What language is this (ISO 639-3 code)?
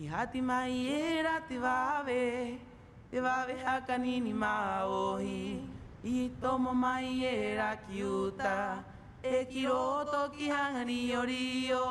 rap